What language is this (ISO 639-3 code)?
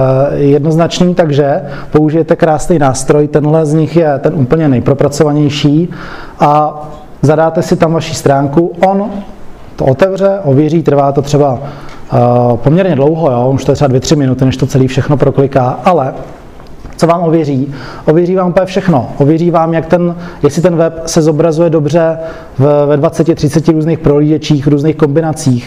ces